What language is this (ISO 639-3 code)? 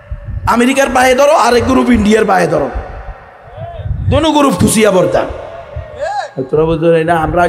ben